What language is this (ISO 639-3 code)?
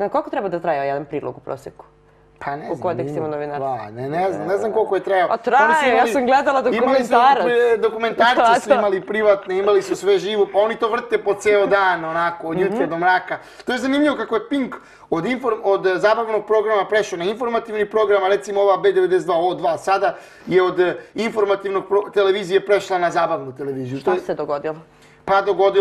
srp